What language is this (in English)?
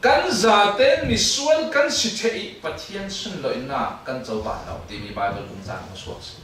Falam Chin